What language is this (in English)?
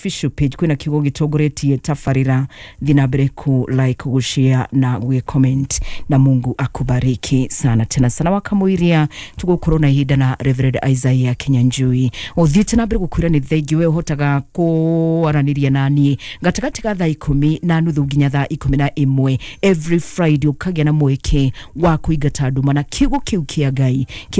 Kikuyu